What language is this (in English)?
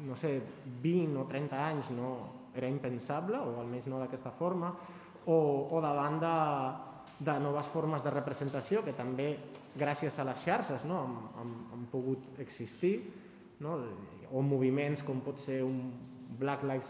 Catalan